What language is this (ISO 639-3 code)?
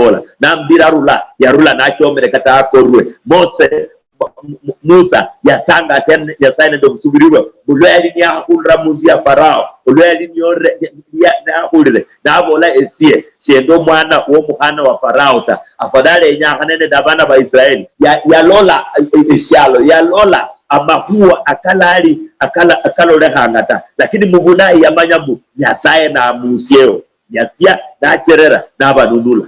luy